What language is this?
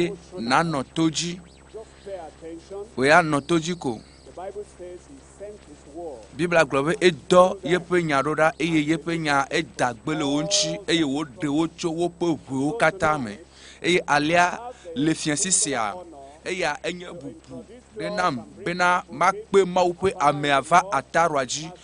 Ewe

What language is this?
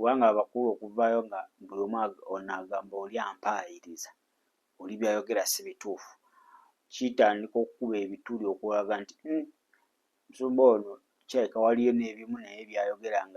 Ganda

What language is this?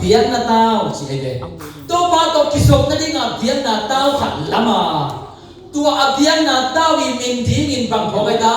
Tedim Chin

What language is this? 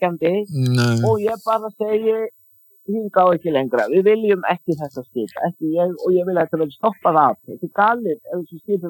Icelandic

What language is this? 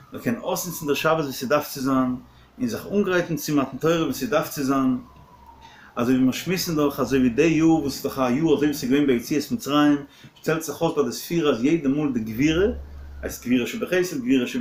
Yiddish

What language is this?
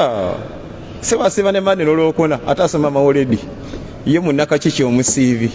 Ganda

